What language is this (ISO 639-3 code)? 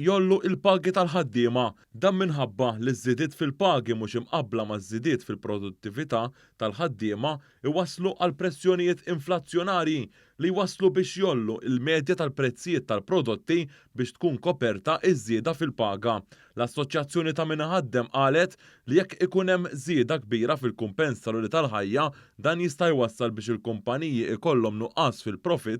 mlt